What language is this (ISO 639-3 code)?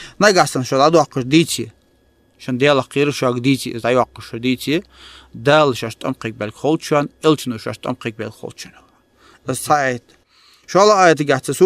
inh